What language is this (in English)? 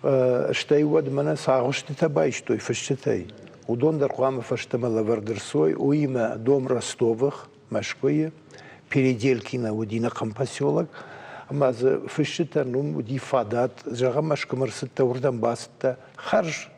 Ossetic